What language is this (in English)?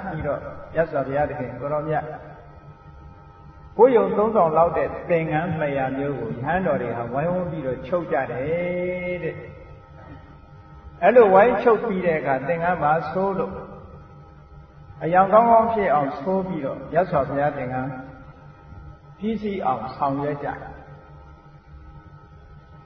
Burmese